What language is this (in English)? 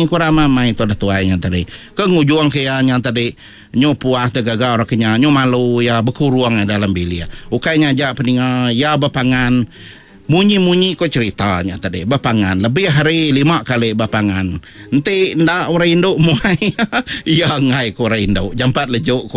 Iban